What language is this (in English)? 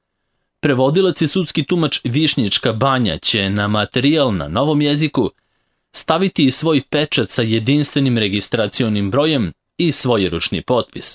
Serbian